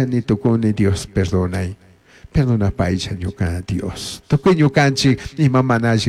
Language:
Chimborazo Highland Quichua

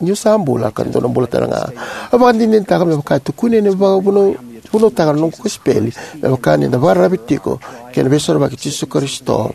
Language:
Fijian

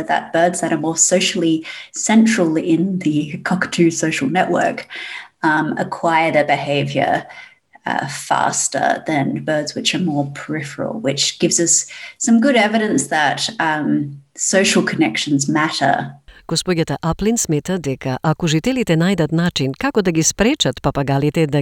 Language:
Macedonian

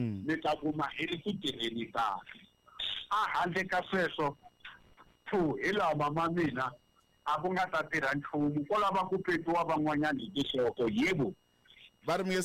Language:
Tsonga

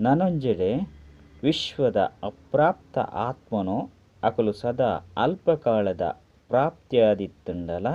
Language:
Tulu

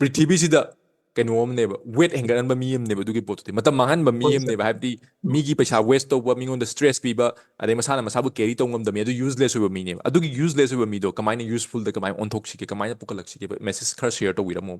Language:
Manipuri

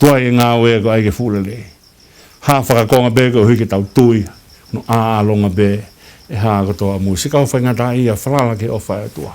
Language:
Tongan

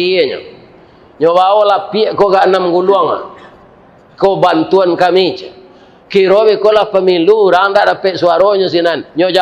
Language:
Minangkabau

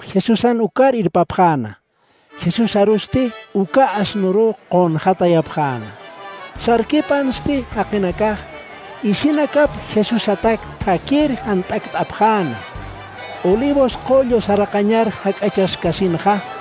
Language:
Aymara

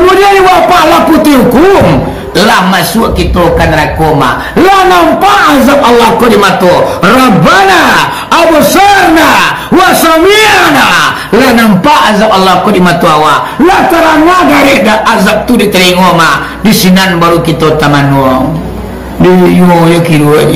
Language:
Minangkabau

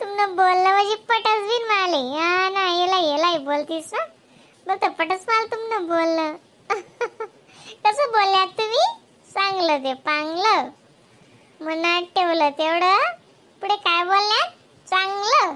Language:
Khandesi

